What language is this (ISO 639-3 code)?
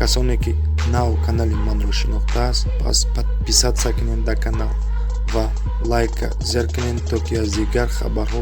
tgk